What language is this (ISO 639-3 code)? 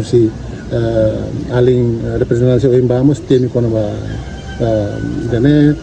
tet